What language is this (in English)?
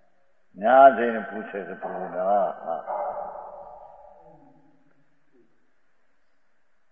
Gujarati